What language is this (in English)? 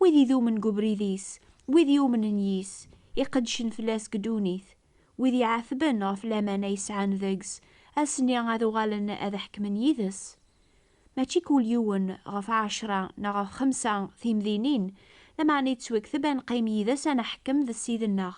Kabyle